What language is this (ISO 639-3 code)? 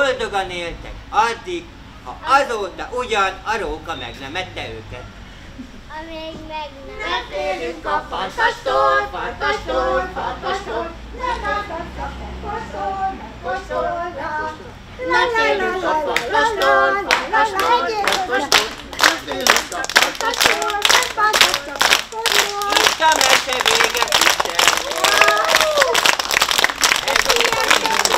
hun